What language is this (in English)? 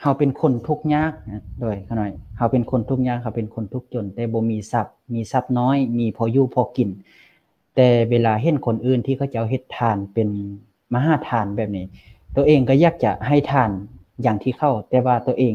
Lao